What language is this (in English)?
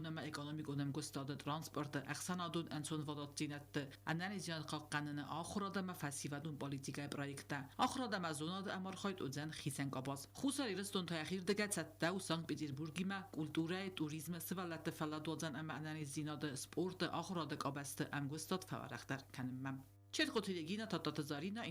Ossetic